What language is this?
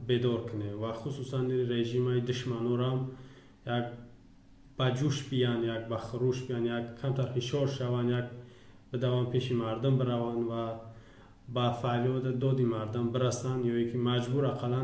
Tajik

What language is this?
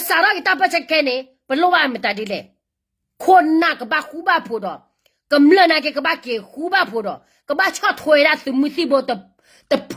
S'gaw Karen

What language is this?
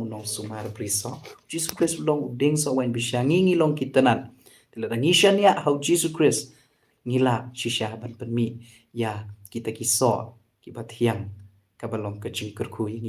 Khasi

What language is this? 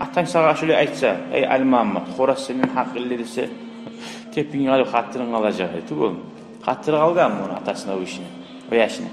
Kumyk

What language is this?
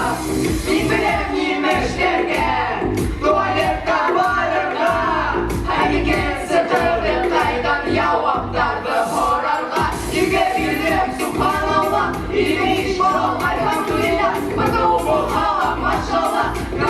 Bashkir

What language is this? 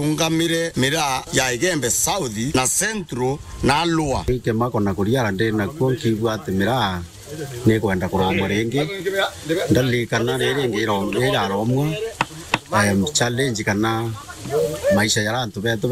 Meru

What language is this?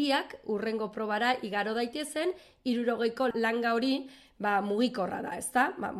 Basque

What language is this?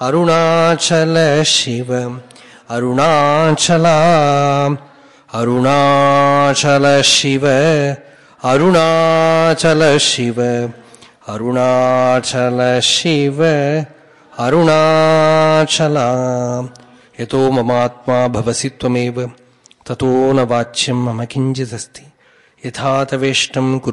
Malayalam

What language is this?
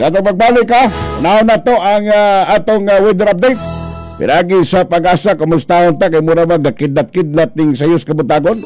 Cebuano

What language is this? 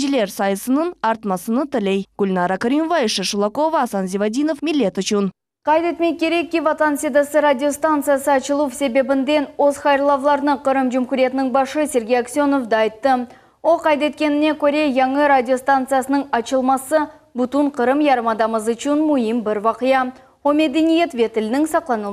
Crimean Tatar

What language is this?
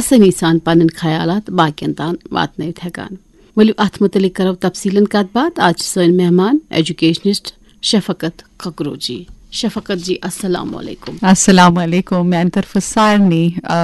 Kashmiri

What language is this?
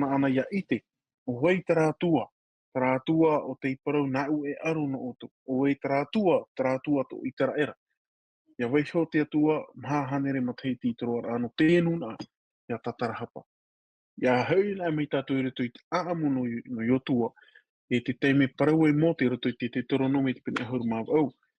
Tahitian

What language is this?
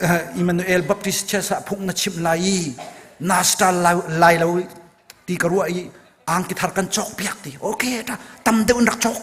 Hakha Chin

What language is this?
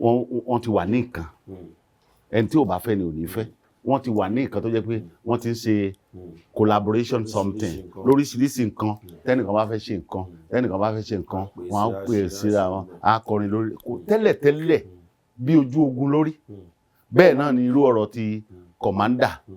Yoruba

